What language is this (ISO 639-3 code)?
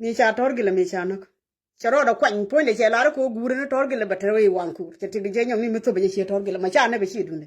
nus